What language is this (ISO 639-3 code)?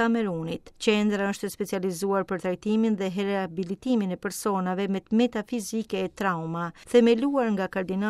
sqi